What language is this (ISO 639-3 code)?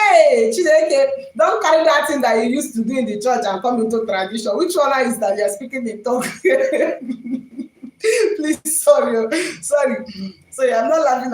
ibo